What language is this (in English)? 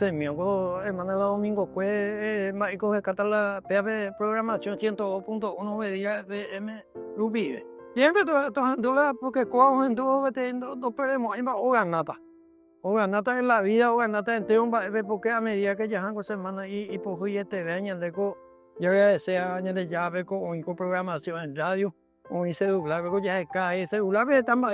Guarani